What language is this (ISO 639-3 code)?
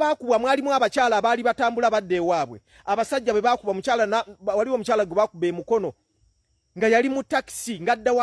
lug